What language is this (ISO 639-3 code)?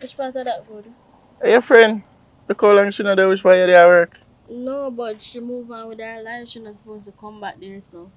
jam